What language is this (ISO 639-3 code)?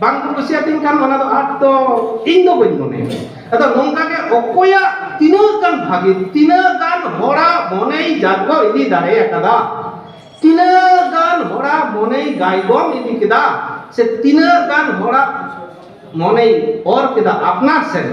sat